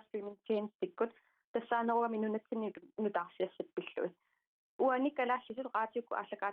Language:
Kalaallisut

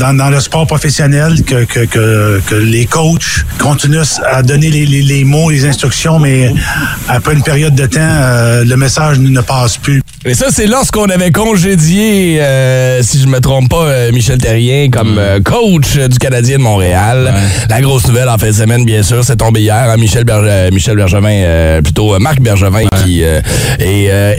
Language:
French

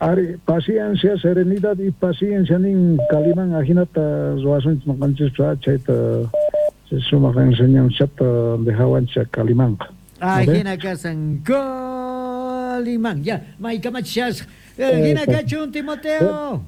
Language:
South Bolivian Quechua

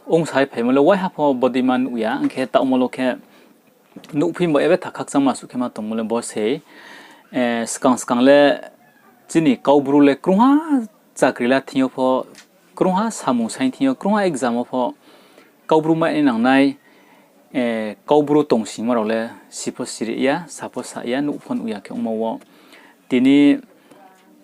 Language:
Riang (India)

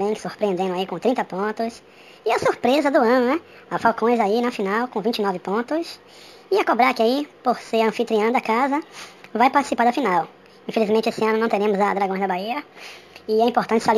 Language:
Portuguese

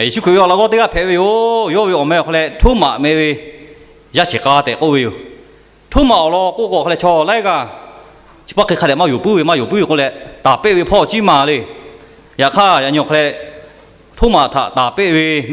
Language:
Lahu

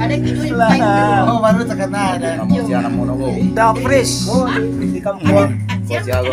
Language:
Minangkabau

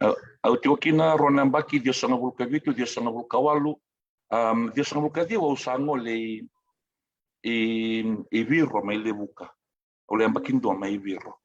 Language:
Fijian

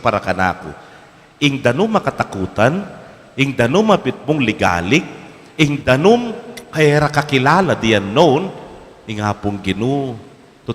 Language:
Pampanga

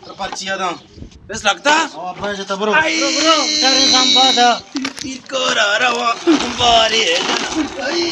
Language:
Baluchi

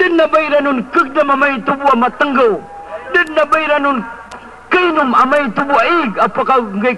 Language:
Maranao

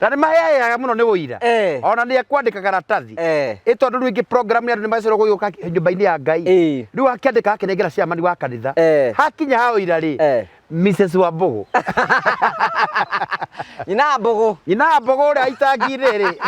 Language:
Kikuyu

